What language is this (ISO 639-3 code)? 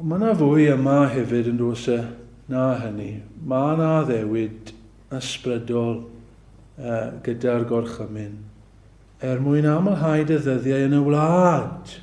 cym